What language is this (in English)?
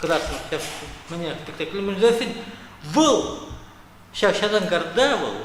Chuvash